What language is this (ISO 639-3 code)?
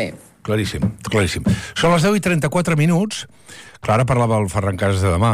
cat